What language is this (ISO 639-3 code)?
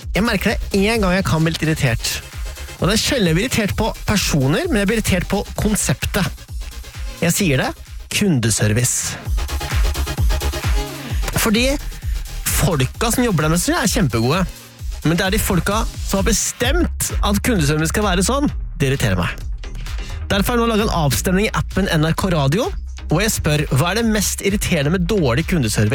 nor